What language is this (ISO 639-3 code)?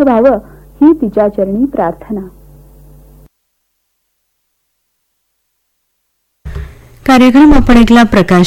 mar